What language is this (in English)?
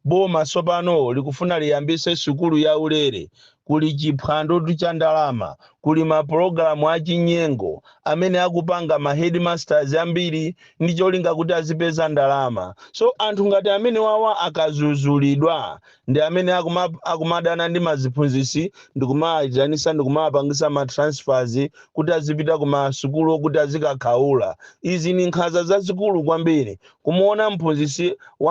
Nyanja